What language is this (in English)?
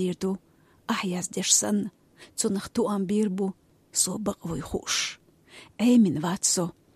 Chechen